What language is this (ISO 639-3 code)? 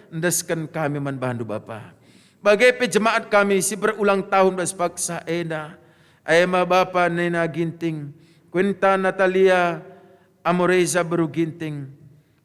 btx